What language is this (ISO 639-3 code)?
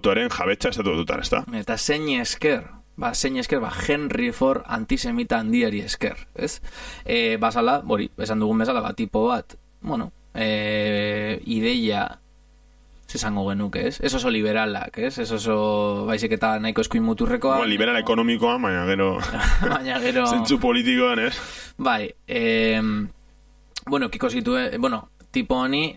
eus